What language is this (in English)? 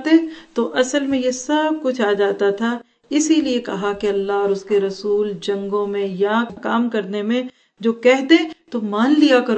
Urdu